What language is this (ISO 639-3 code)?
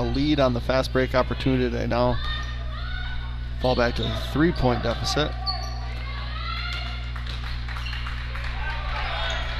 eng